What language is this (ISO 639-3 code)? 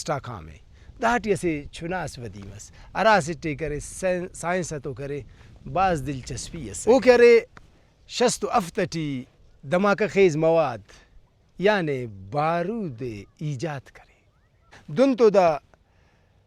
brh